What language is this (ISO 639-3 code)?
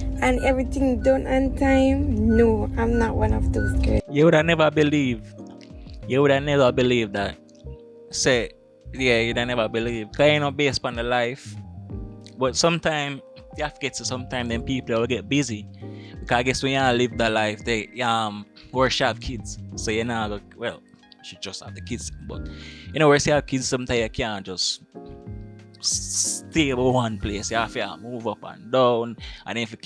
jam